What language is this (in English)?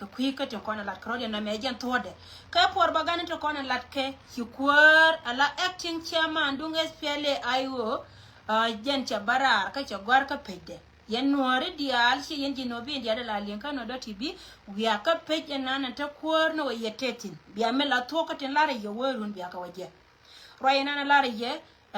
Nuer